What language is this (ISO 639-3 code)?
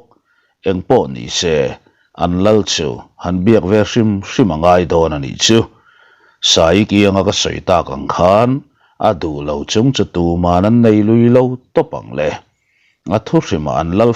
lus